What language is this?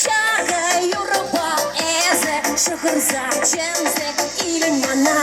Chuvash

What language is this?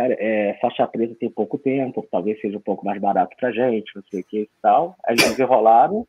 Portuguese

